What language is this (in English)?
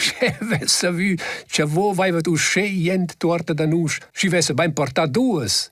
Romansh